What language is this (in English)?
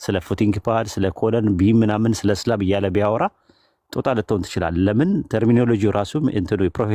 Amharic